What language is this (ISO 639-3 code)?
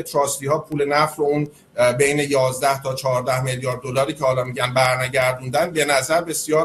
fas